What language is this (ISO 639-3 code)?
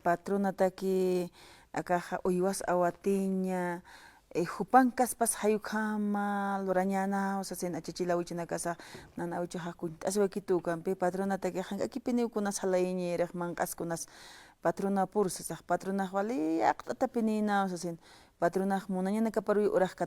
aym